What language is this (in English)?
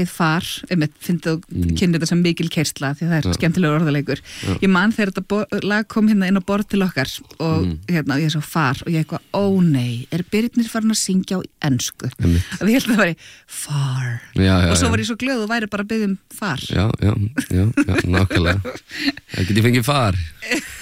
Icelandic